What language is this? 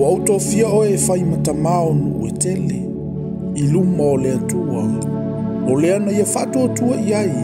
Samoan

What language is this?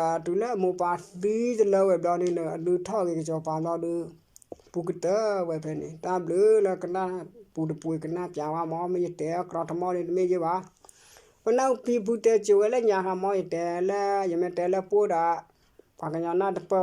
S'gaw Karen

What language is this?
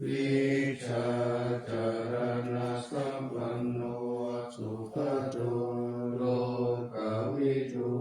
Pali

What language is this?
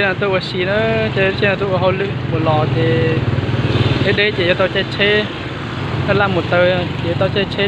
Hmong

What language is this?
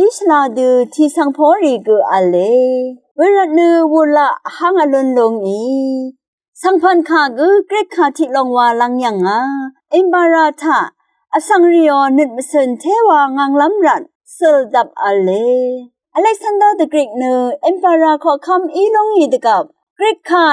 Rawang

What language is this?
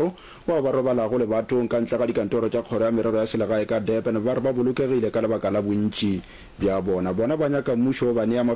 Northern Sotho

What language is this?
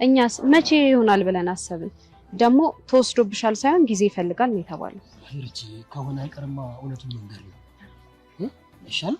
Amharic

